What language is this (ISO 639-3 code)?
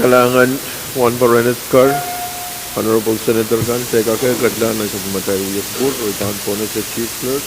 pon